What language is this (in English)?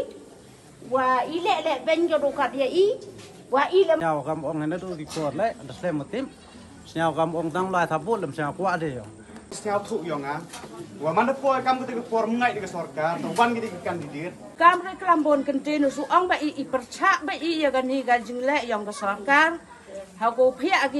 Khasi